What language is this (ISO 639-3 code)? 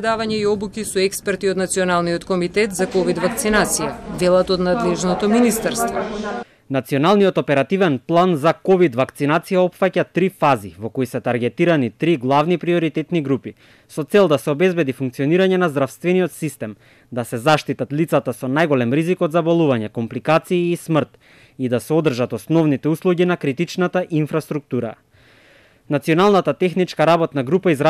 mkd